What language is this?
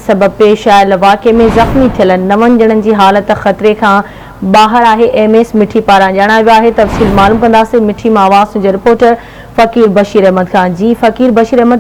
Sindhi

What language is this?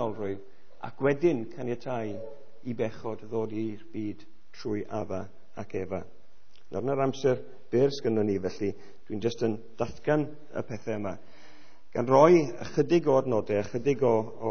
Welsh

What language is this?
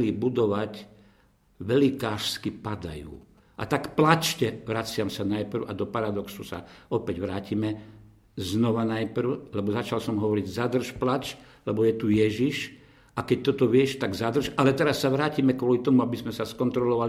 Slovak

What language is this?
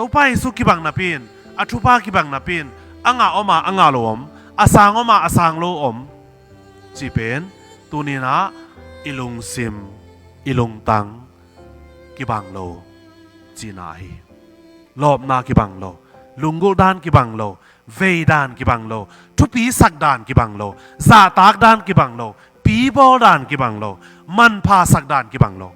Tedim Chin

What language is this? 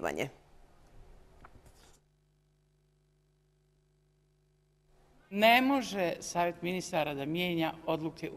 Bosnian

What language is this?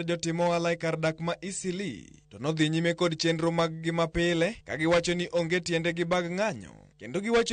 Luo (Kenya and Tanzania)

